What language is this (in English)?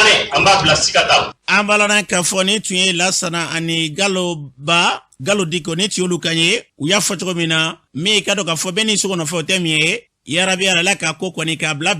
Bambara